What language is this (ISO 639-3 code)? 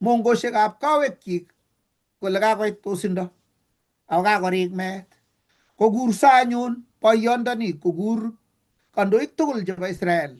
kln